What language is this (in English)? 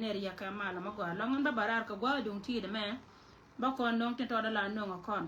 Nuer